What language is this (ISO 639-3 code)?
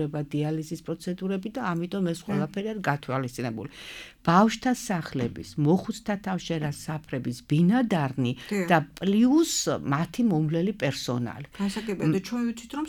kat